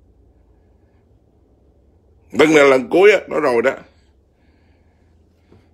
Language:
Vietnamese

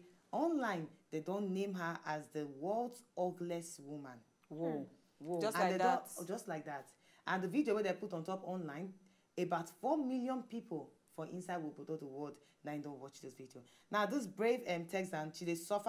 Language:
Nigerian Pidgin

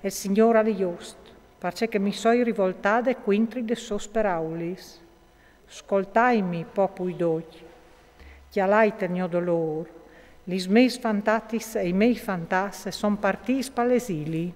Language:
Friulian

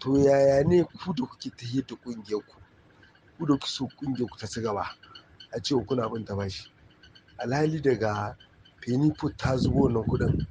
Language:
Hausa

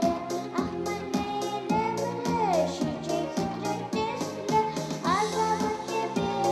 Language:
Chuvash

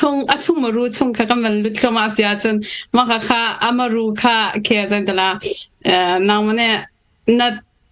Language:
Hakha Chin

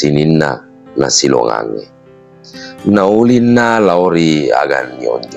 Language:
Buginese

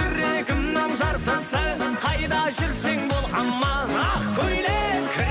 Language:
Kara-Kalpak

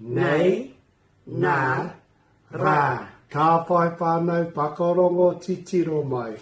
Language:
Māori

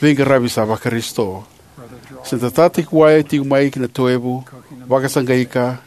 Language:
Fijian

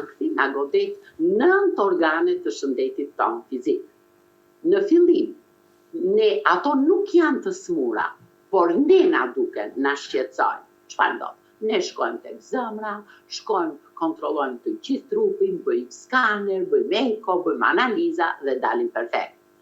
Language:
Albanian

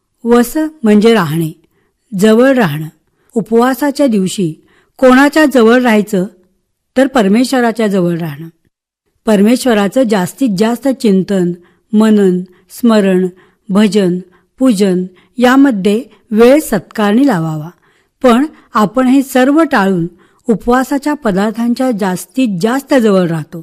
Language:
Marathi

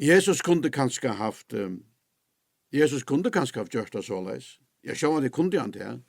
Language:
Faroese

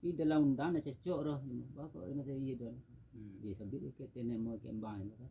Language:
Minangkabau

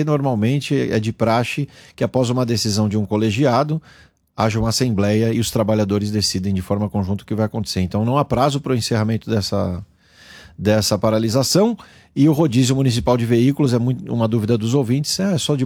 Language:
Portuguese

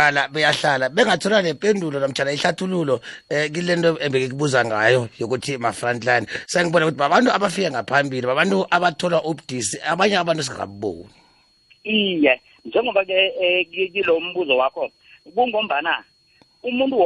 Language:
South Ndebele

